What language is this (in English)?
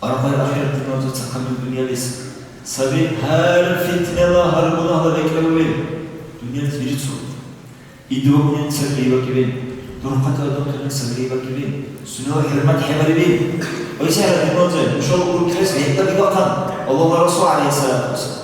Dargwa